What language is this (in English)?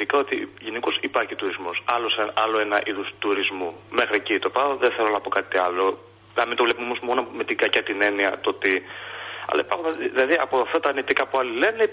Greek